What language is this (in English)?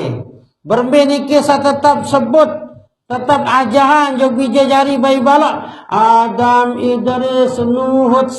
Sasak